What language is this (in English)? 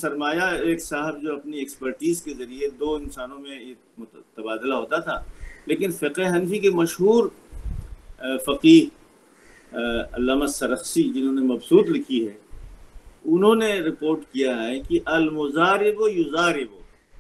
Urdu